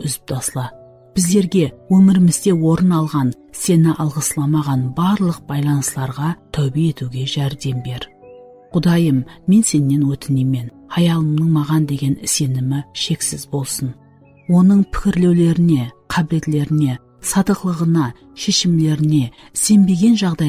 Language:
Kara-Kalpak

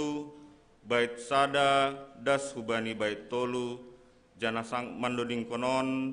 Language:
Batak Simalungun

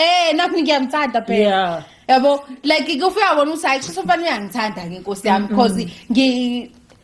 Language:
Zulu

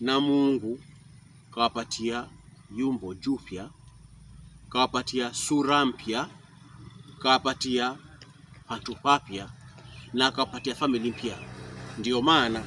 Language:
Pokomo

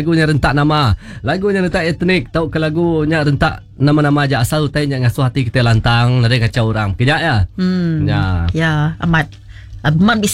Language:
Iban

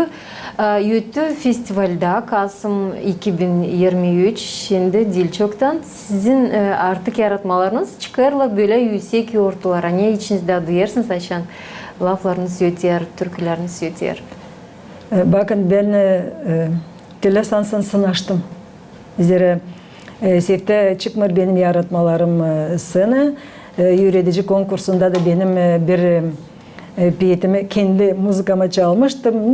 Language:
Gagauz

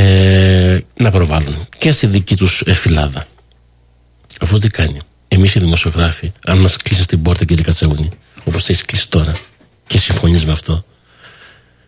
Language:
Greek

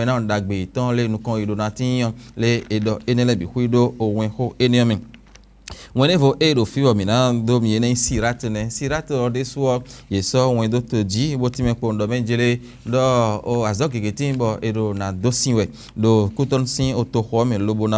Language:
Fon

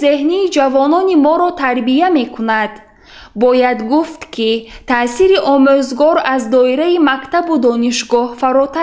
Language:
Tajik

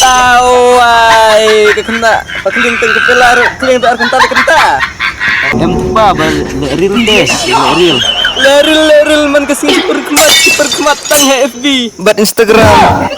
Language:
Khasi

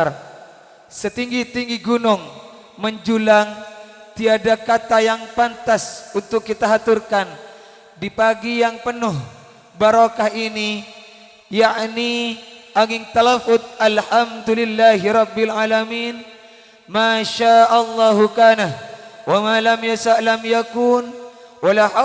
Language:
Madurese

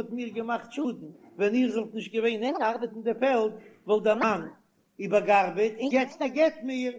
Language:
Yiddish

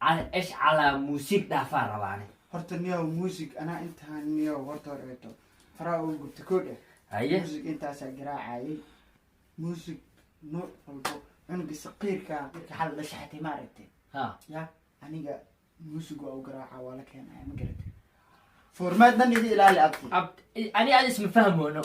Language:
Somali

